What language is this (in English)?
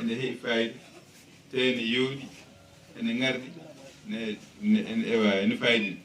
Fula